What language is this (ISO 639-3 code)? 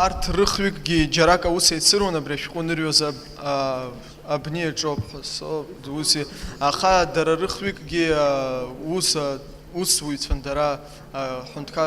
abk